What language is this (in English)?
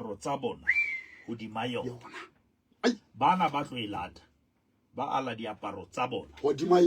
Southern Sotho